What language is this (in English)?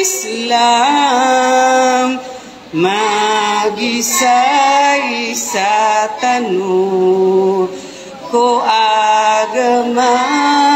Maranao